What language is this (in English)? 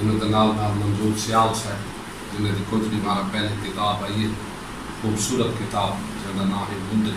Saraiki